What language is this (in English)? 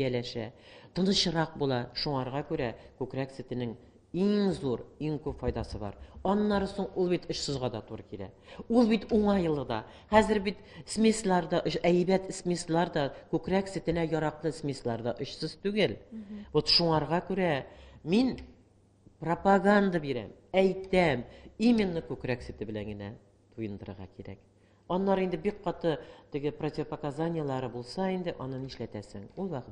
Tatar